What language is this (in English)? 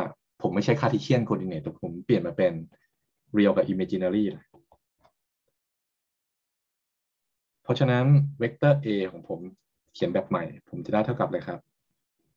Thai